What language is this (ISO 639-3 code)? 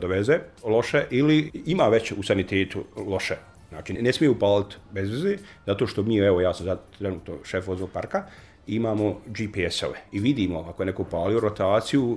srp